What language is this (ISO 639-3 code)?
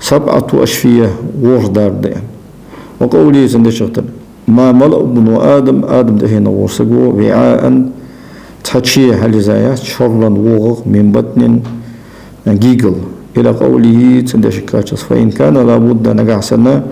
inh